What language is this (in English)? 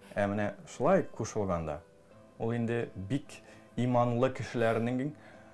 Tatar